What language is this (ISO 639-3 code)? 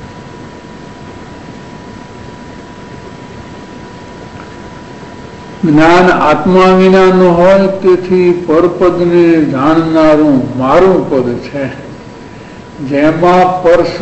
guj